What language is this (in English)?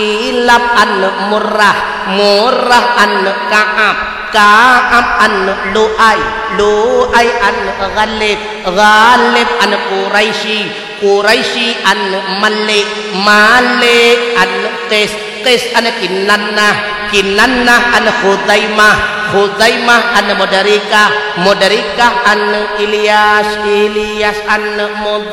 Achinese